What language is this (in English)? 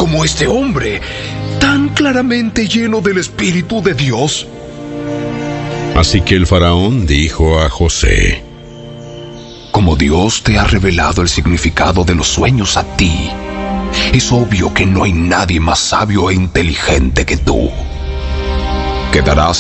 Spanish